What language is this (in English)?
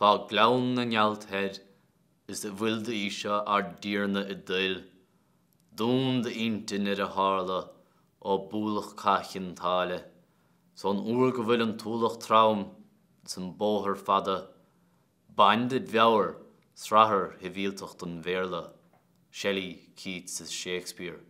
Irish